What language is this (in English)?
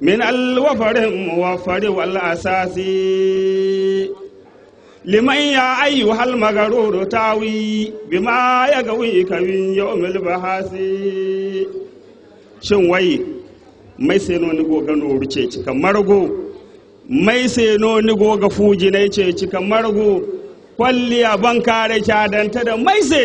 Zarma